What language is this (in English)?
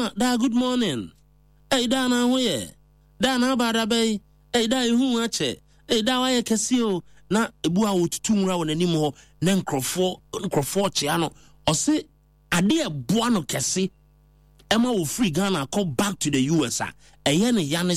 Akan